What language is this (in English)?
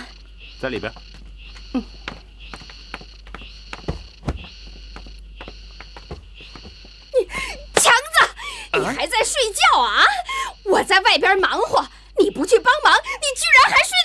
Chinese